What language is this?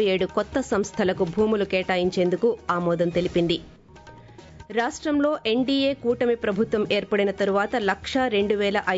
Telugu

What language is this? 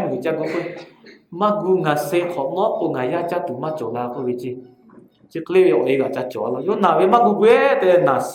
Lahu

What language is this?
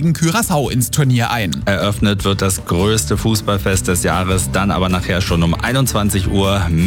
German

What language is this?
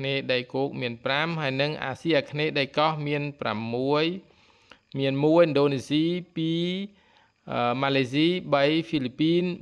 Khmer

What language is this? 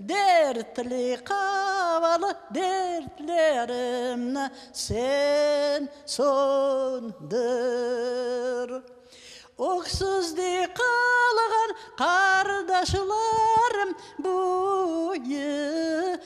Crimean Tatar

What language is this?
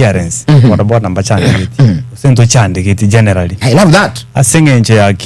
Gusii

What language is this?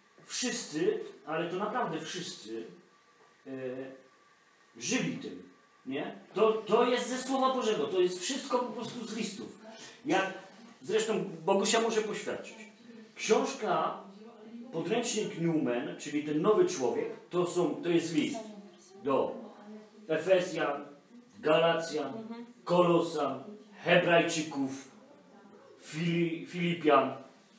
Polish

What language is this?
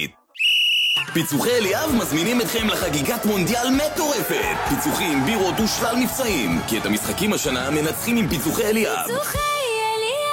Hebrew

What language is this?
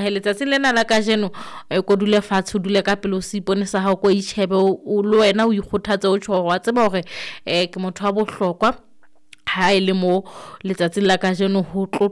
Southern Sotho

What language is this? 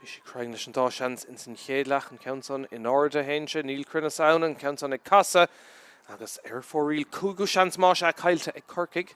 Irish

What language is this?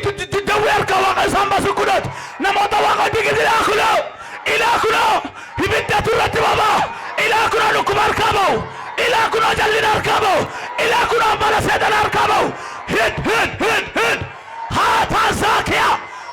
Oromo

